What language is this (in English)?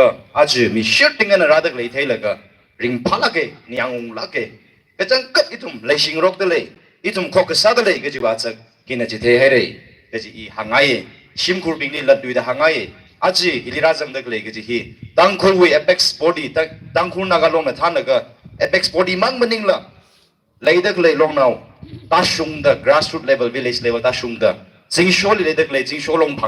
Tangkhul Naga (India)